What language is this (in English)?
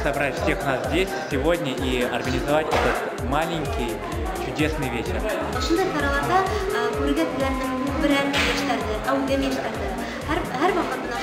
Bashkir